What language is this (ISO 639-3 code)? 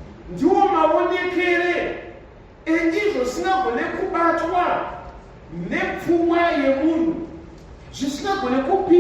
sna